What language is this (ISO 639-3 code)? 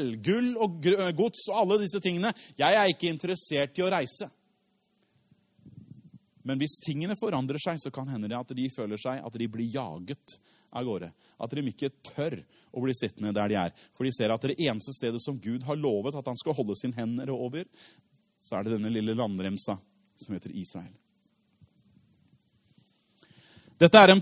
nor